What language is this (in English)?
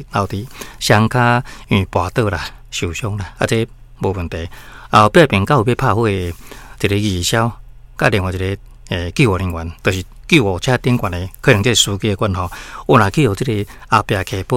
Min Nan Chinese